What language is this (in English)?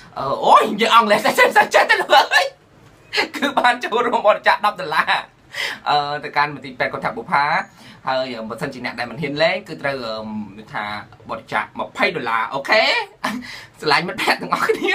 Khmer